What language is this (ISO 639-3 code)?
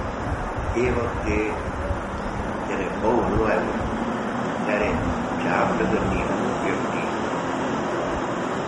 guj